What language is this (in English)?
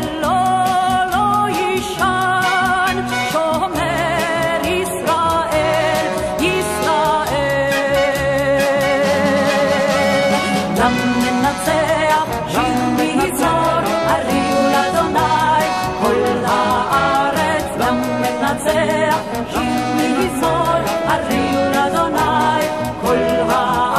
Hebrew